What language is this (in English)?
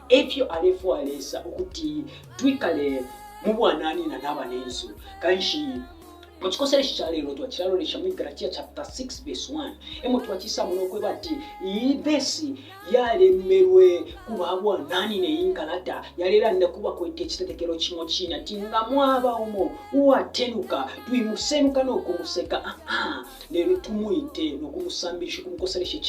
Bemba